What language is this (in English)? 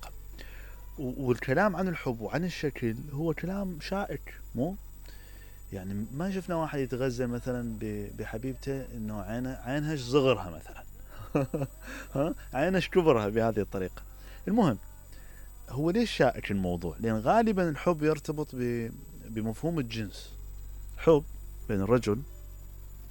Mesopotamian Arabic